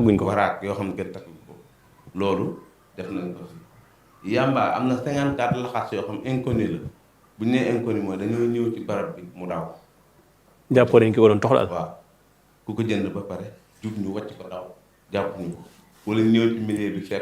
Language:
Wolof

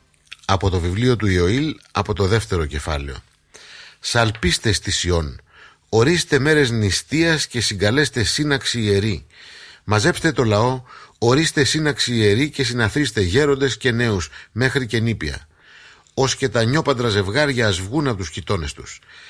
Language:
Greek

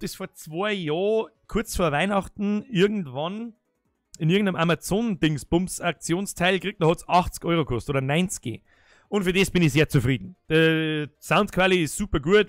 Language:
Bavarian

